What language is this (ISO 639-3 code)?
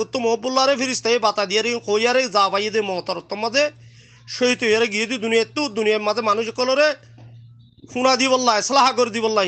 rhg